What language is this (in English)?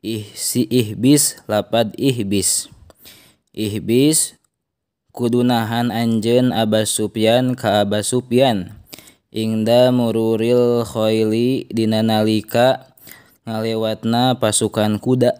Sundanese